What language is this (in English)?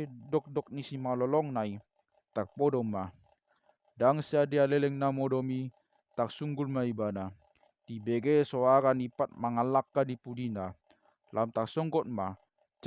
Batak Toba